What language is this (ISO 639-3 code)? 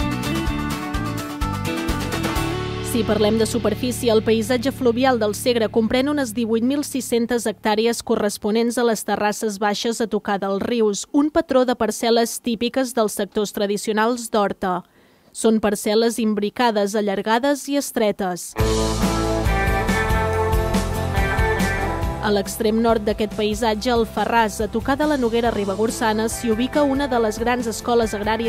cat